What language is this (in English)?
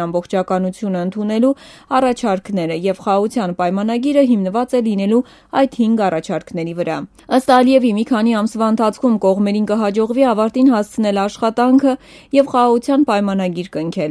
Armenian